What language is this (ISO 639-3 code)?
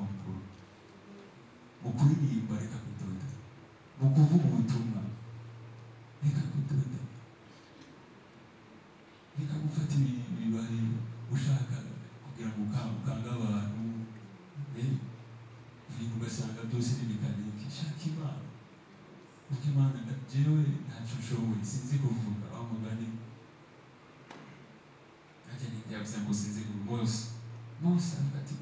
kin